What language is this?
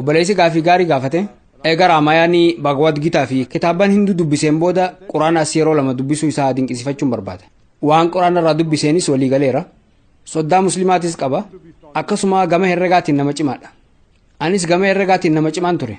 Oromo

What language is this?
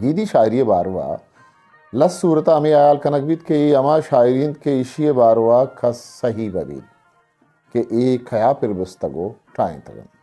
Eastern Balochi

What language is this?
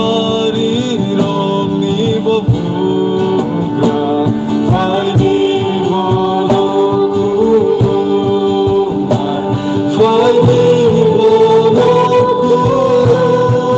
Kok Borok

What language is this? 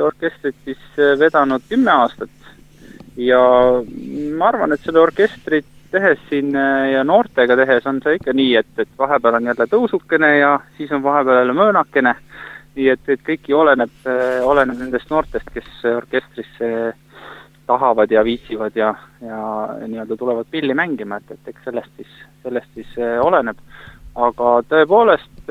Estonian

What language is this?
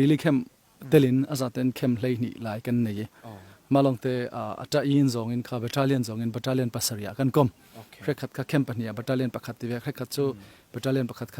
Falam Chin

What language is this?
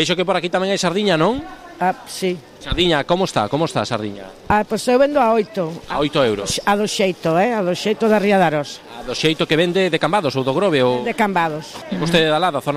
Galician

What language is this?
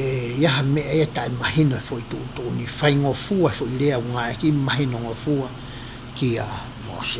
Tongan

